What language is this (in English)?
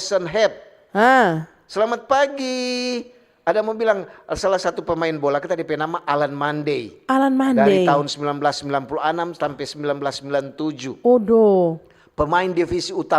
Manado Malay